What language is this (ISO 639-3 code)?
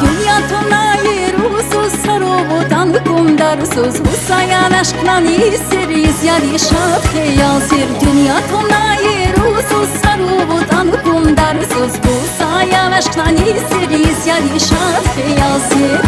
tab